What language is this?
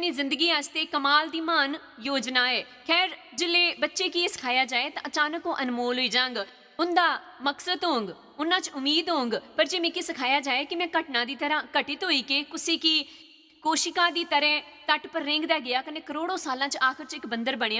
Dogri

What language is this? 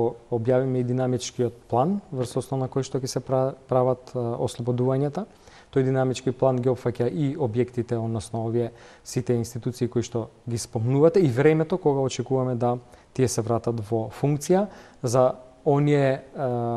Macedonian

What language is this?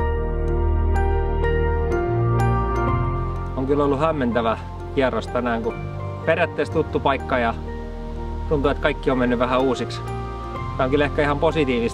Finnish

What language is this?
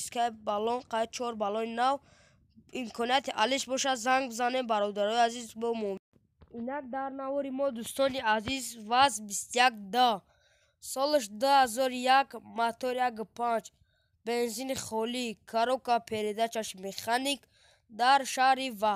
Tajik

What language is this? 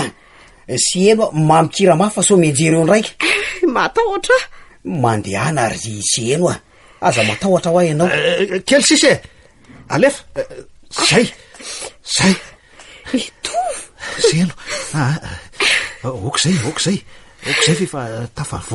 Malagasy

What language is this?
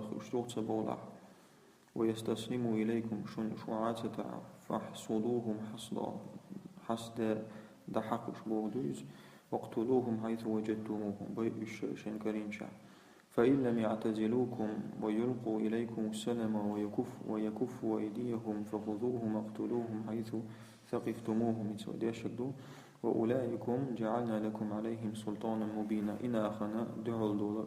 Chechen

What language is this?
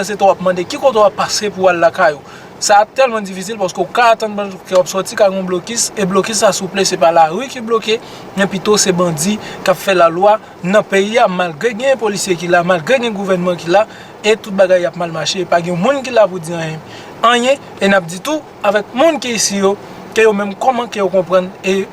Haitian Creole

